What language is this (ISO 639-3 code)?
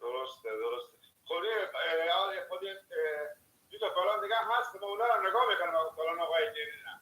fas